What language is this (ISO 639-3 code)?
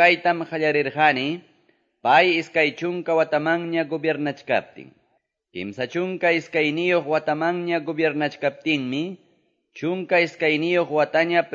que